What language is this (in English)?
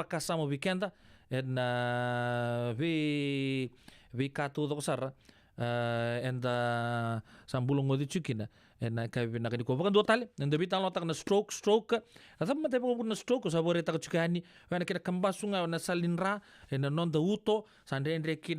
Fijian